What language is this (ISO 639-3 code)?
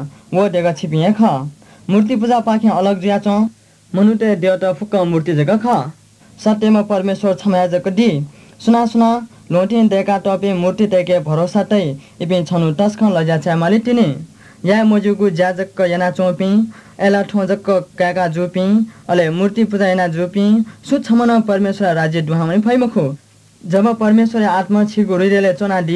new